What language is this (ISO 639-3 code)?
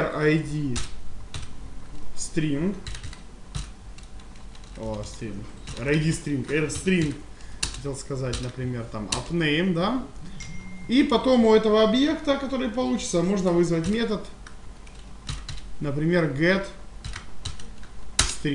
rus